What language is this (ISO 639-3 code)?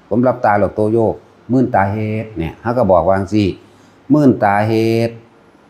tts